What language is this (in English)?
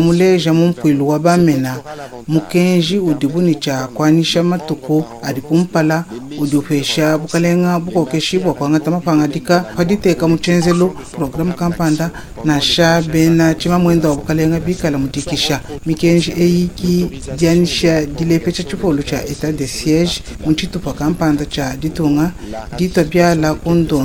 Luba-Lulua